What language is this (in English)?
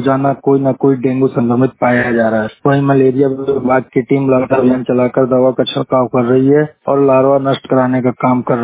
Hindi